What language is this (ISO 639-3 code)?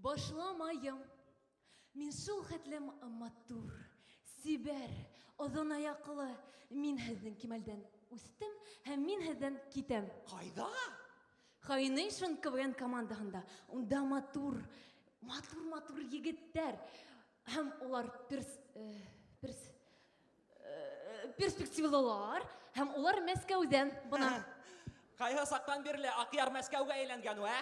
bak